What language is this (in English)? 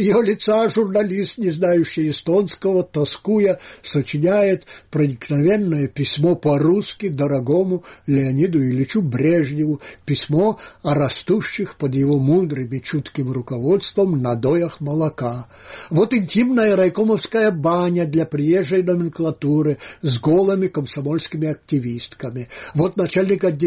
Russian